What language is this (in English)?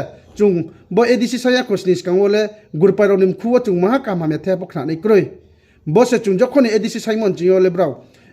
Riang (India)